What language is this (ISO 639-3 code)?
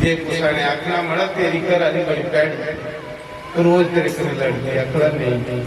doi